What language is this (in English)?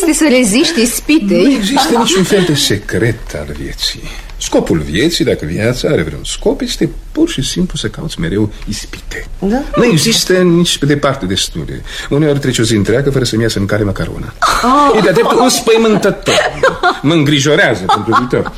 Romanian